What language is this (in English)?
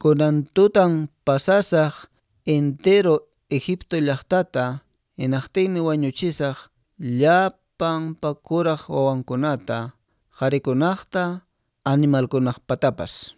Quechua